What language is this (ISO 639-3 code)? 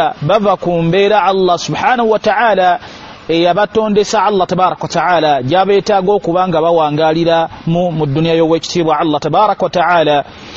lug